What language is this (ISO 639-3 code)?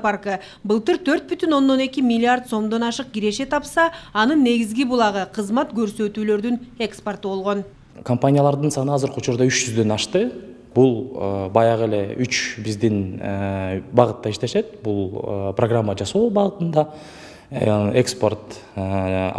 kir